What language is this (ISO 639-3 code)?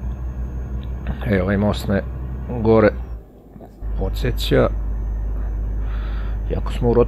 hrv